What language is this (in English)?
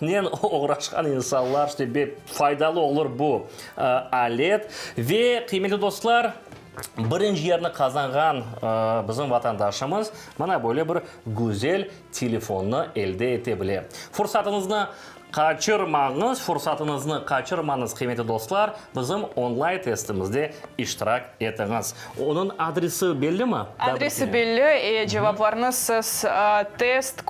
Crimean Tatar